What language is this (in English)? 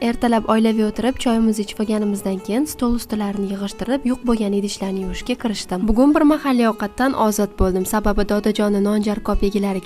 Uzbek